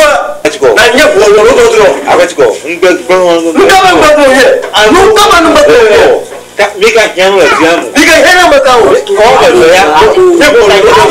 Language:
Ewe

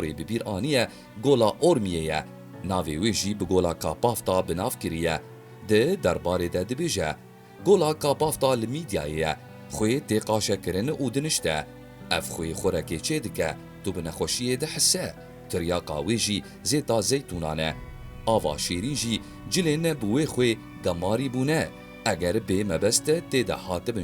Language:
Kurdish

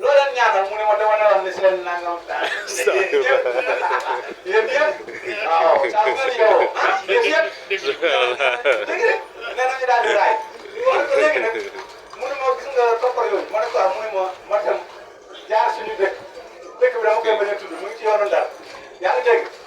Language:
Wolof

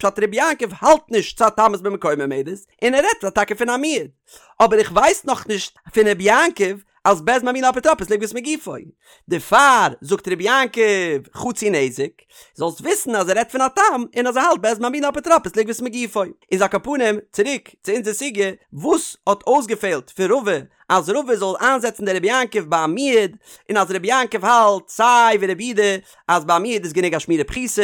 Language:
Yiddish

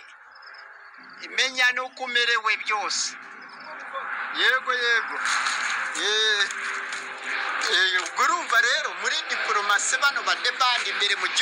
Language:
Kinyarwanda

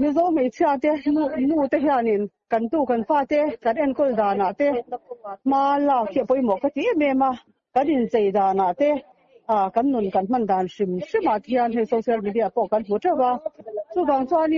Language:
Mizo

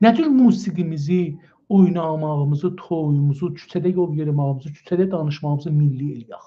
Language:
South Azerbaijani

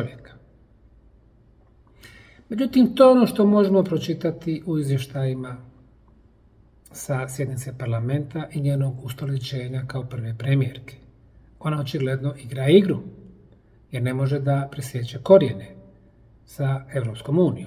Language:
Bosnian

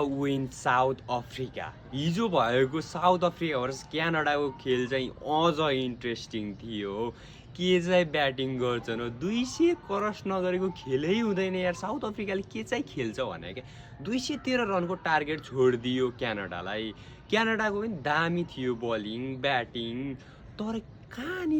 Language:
Nepali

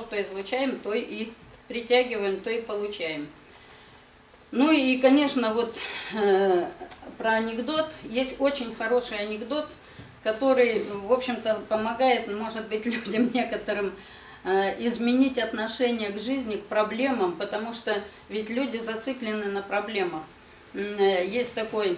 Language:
Russian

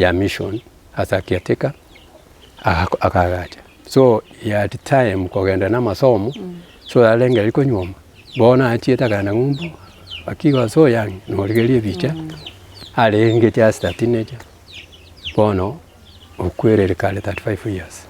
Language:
Gusii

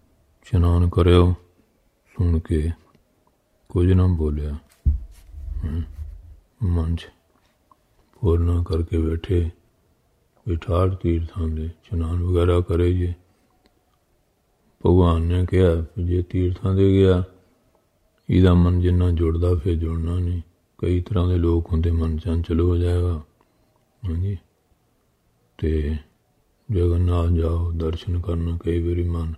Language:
Punjabi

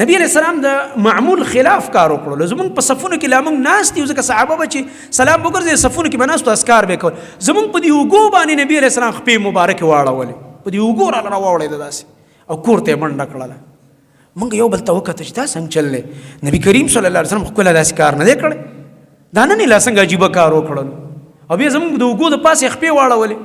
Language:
Pashto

